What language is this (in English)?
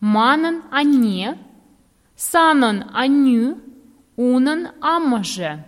Chuvash